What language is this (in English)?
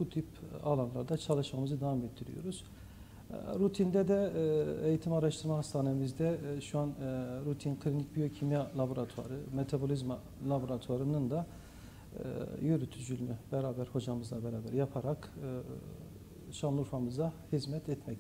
Turkish